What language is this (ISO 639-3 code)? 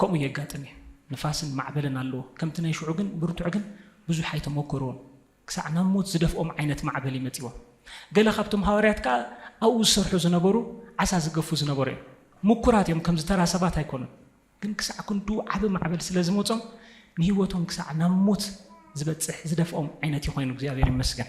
tir